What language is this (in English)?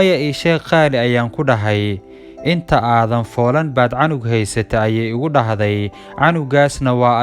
Somali